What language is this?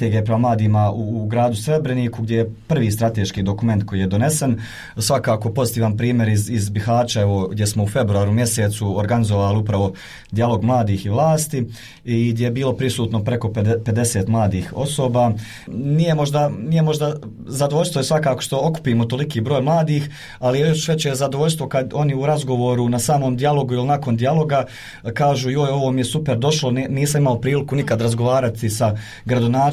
Bosnian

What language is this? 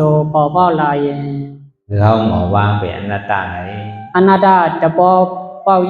Shan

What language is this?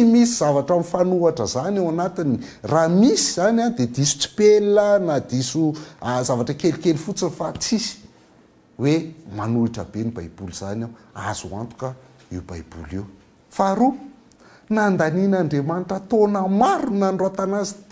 Malagasy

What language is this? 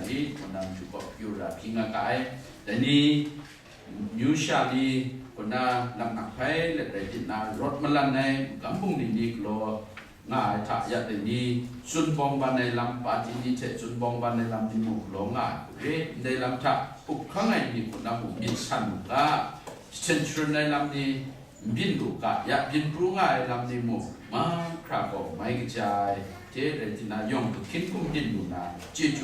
Kachin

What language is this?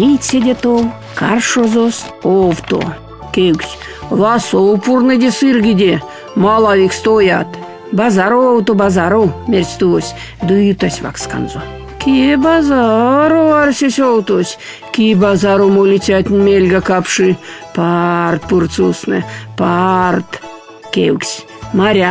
Erzya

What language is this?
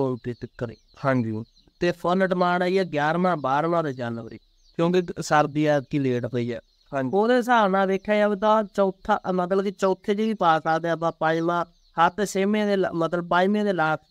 Punjabi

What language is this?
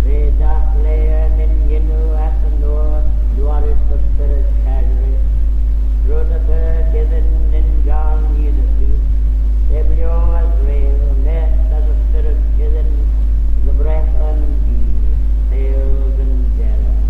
Manx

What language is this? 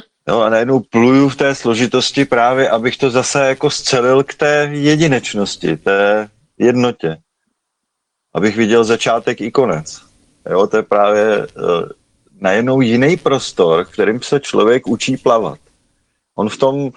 Czech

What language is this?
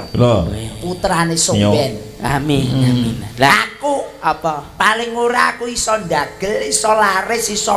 Javanese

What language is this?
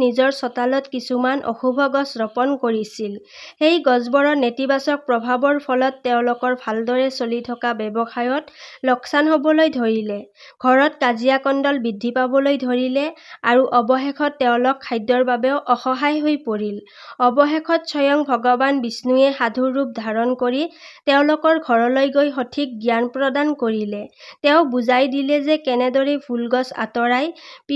Assamese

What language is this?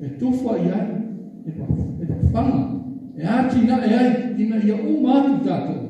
Samoan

